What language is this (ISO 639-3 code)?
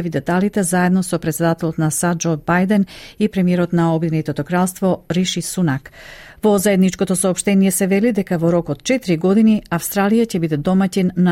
mkd